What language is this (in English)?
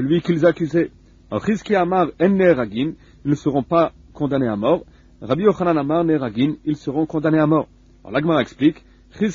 French